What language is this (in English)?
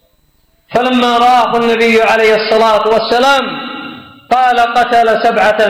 Arabic